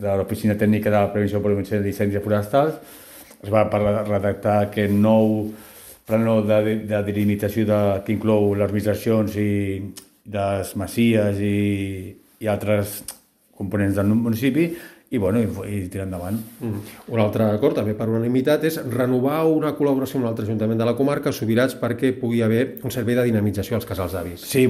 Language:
Catalan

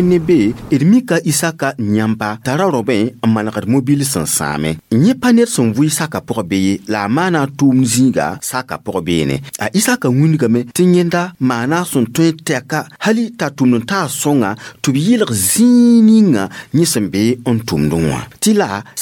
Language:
Mossi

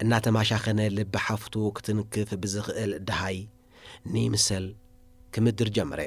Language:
Tigrinya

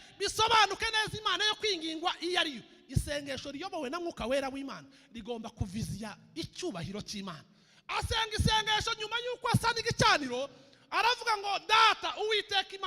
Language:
Kinyarwanda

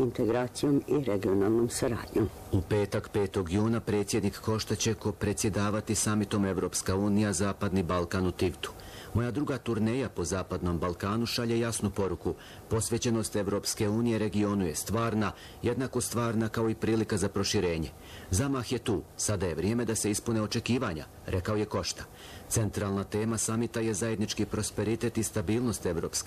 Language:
Bosnian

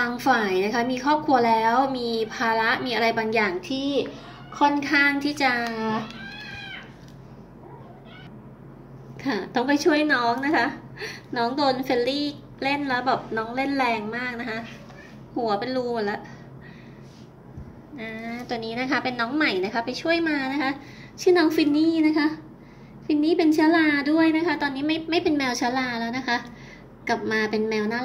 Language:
Thai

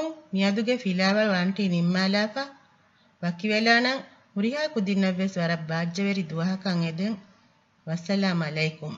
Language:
Divehi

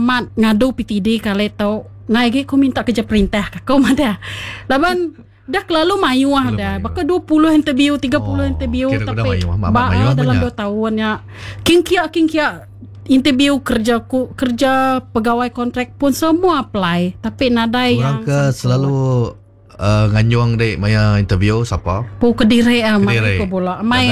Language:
Iban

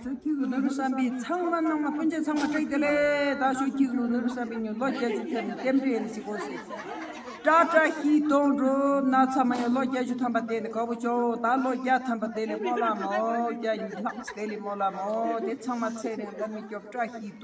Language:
Tibetan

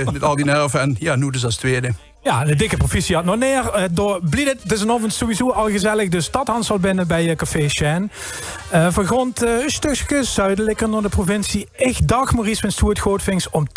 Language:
Limburgish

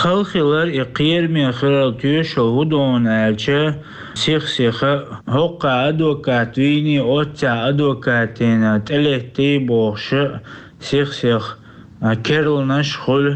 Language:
Chechen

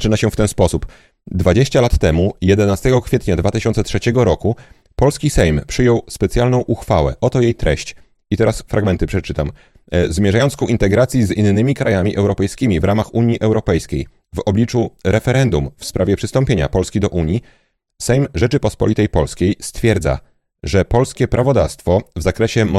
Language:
Polish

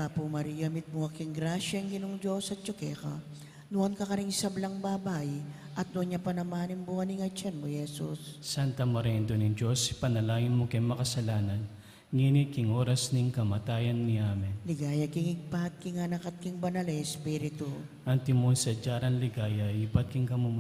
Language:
Pampanga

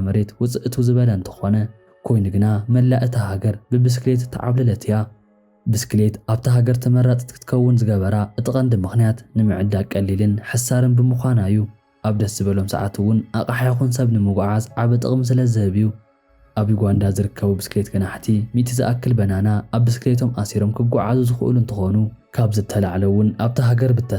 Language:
Tigrinya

